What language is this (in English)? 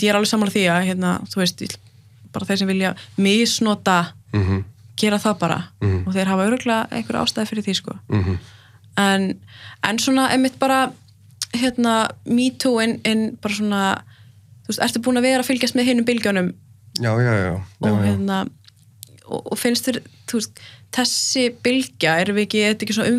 Icelandic